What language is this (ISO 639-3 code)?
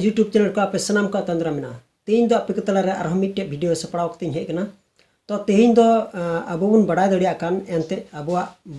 sat